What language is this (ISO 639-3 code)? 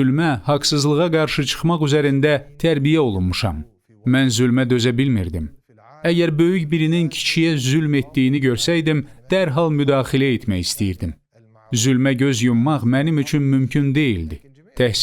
aze